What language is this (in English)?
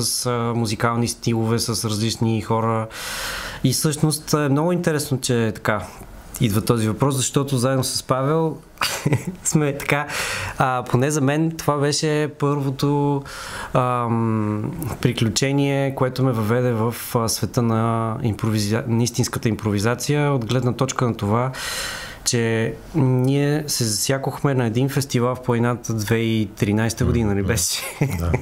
Bulgarian